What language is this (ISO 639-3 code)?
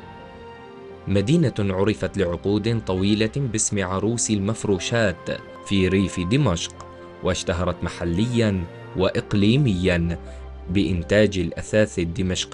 ara